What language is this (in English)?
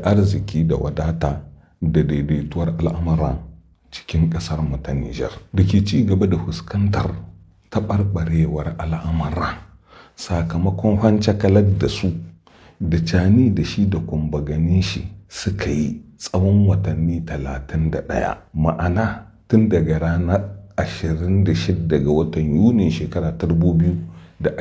Hausa